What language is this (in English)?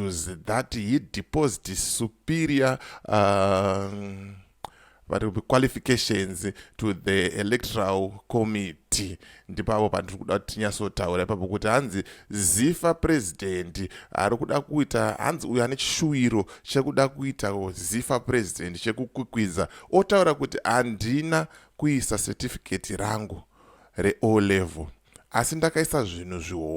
Shona